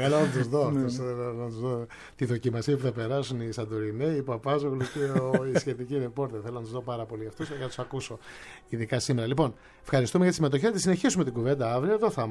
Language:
Greek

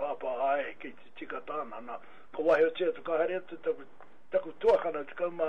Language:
Māori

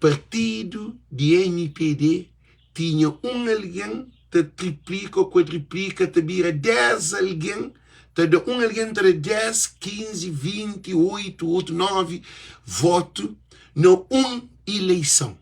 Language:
Kabuverdianu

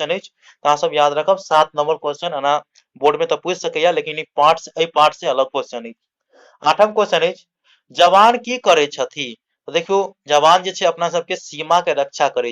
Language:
Maithili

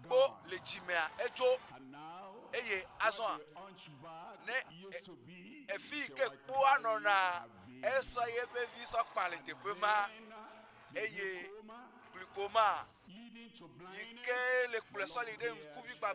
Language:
Ewe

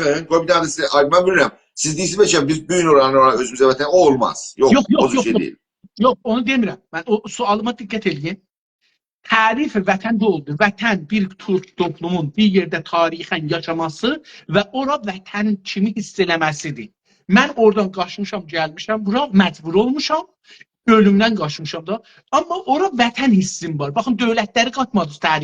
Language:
South Azerbaijani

